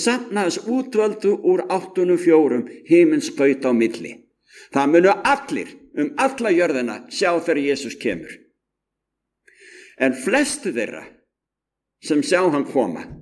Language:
Icelandic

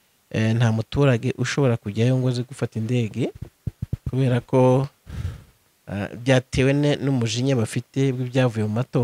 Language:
Kinyarwanda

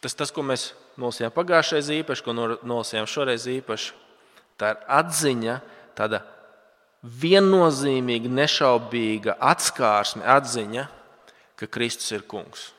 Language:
Latvian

